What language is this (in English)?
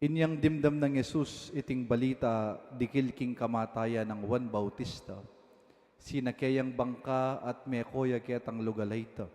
Pampanga